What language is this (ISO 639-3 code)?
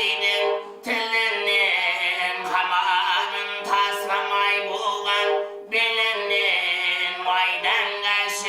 kaa